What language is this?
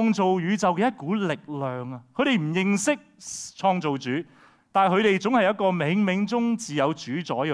Cantonese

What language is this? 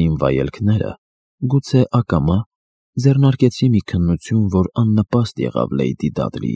Armenian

